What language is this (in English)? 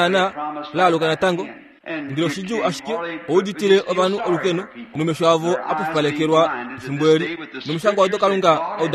Kuanyama